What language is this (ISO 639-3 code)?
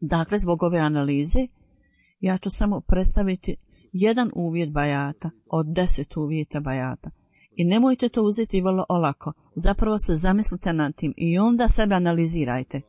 bos